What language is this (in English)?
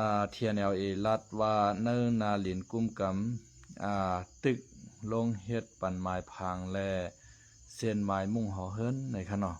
Shan